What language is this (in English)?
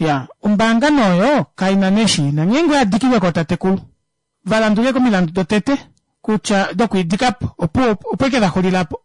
Kuanyama